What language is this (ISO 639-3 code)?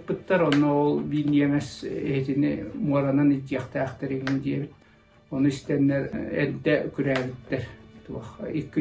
sah